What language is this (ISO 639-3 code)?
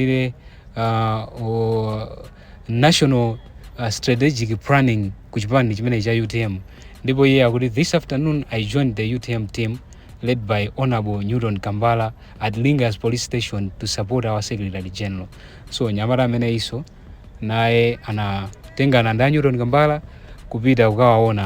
nya